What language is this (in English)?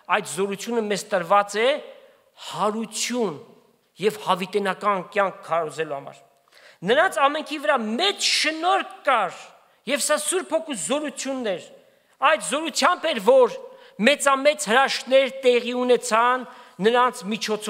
Armenian